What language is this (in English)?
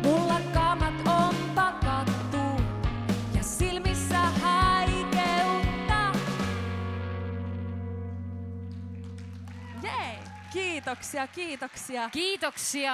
Finnish